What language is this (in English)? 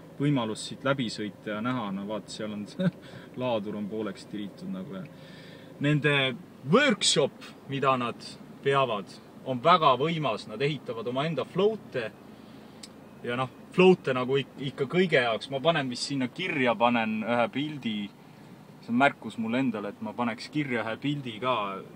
Estonian